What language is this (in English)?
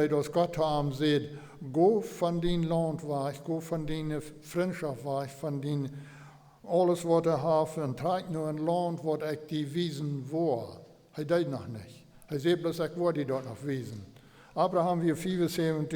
Plautdietsch